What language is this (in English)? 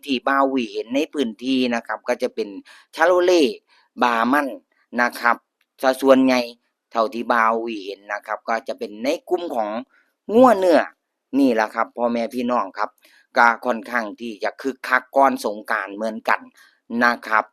Northeastern Thai